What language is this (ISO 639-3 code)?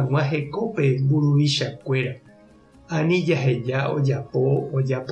grn